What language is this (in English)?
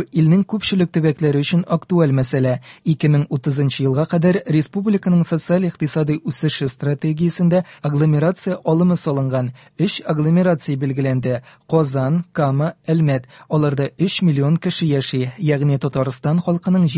Tatar